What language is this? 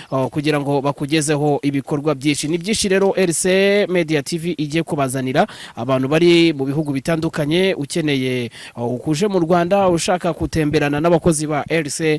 Kinyarwanda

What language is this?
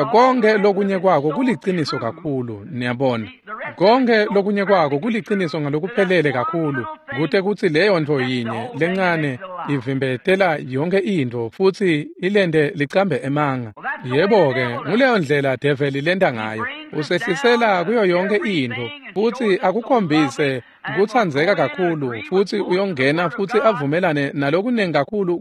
Swati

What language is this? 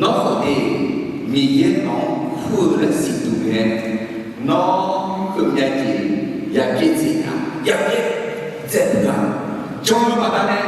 Akha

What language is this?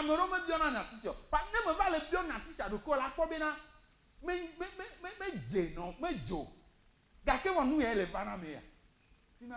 Ewe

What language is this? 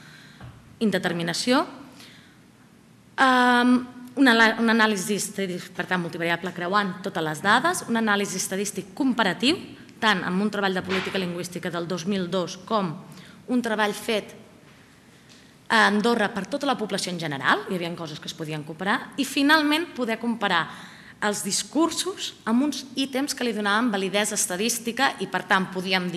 Catalan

